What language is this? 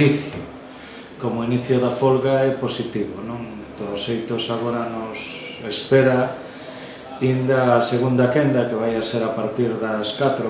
Galician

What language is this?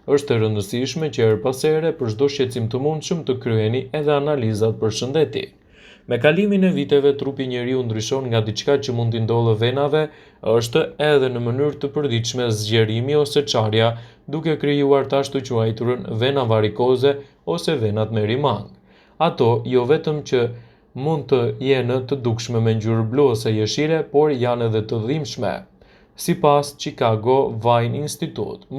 Albanian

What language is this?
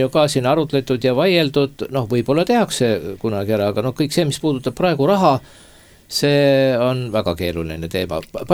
Estonian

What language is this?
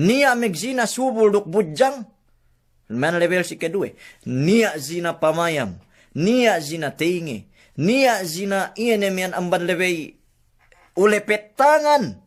Yakan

